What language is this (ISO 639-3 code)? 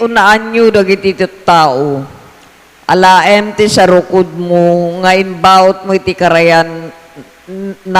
ilo